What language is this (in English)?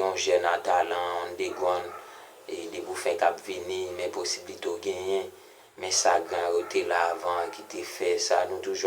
Haitian Creole